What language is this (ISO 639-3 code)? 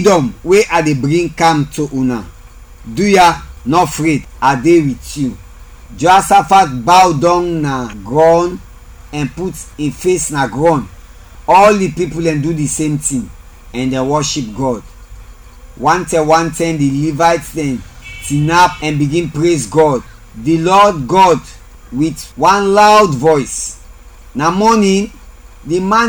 kri